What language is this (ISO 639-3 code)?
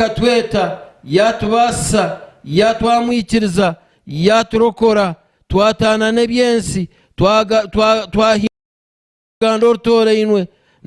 nyn